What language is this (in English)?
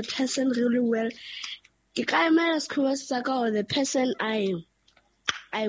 Southern Sotho